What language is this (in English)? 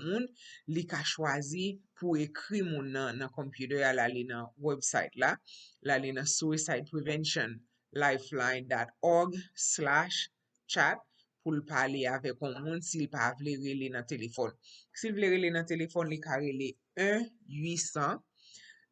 Haitian Creole